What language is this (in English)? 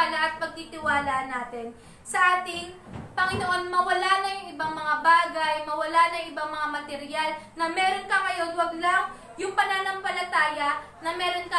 Filipino